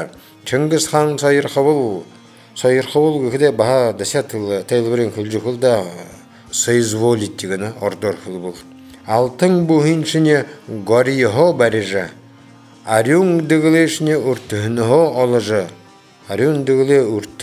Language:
Buriat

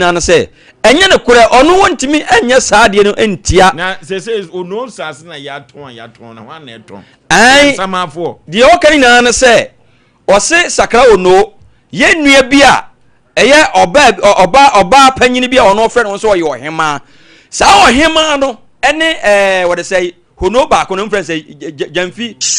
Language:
Akan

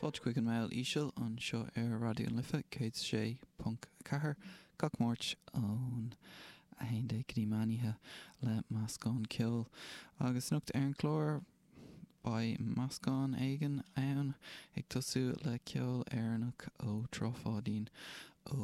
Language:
Irish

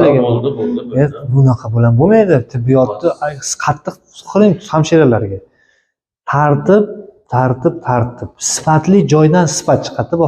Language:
Uzbek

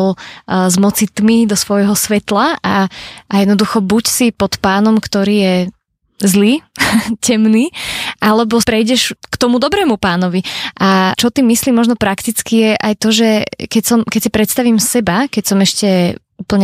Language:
Slovak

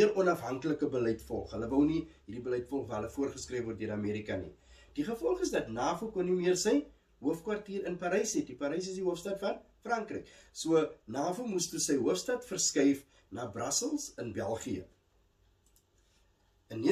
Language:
Afrikaans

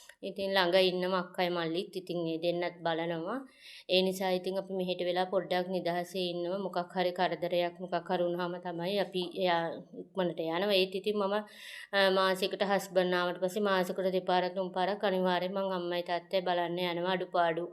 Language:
Sinhala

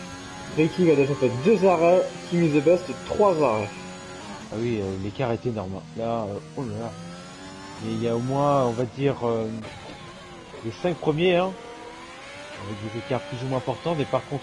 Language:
French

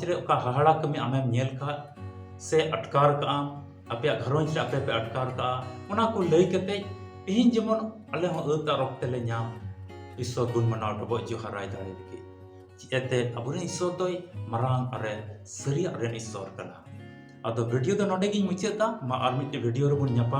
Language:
Santali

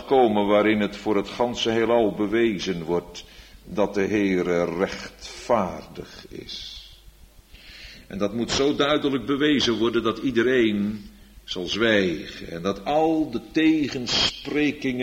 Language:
Dutch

